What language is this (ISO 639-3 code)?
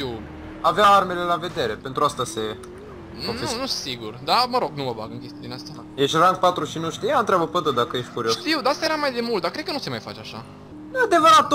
ron